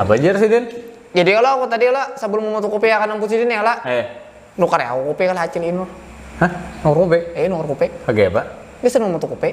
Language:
Banjar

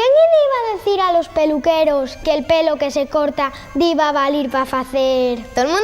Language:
Asturian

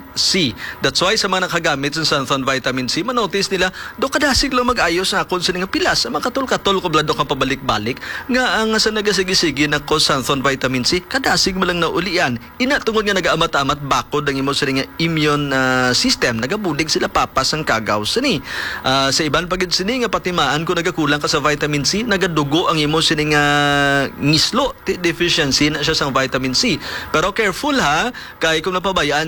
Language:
Hiligaynon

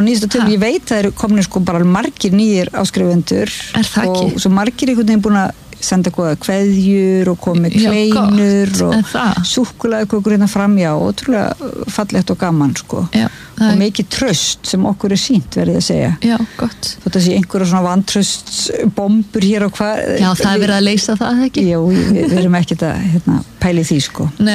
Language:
Icelandic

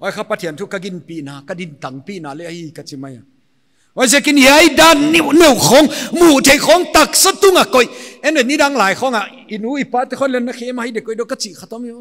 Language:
Paite Chin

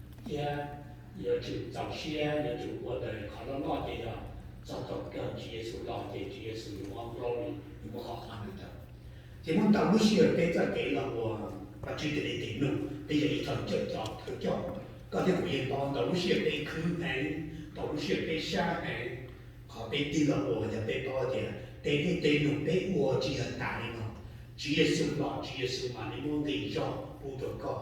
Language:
Hmong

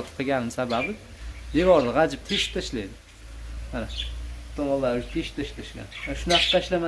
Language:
Uzbek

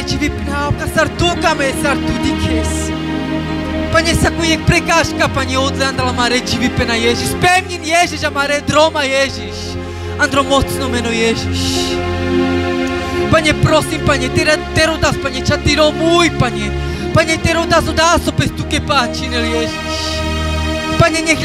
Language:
Carpathian Romani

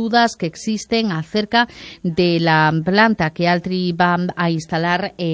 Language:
Spanish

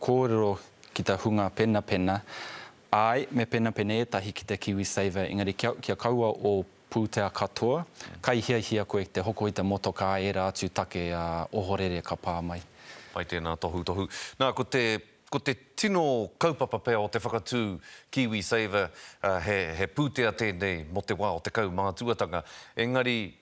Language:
Māori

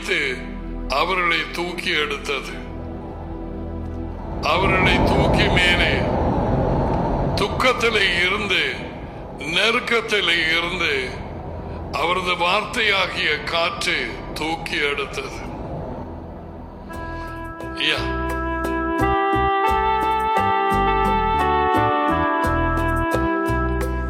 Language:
Tamil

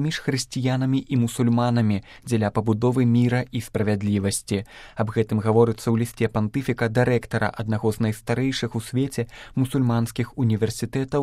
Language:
Belarusian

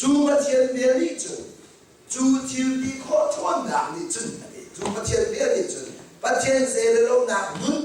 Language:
Hakha Chin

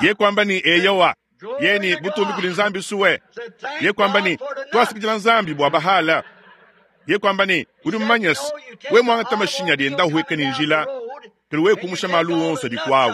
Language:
Luba-Lulua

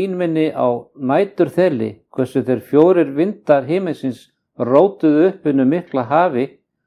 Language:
Icelandic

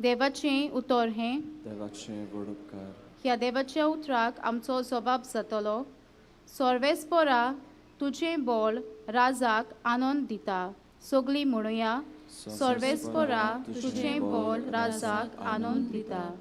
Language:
Konkani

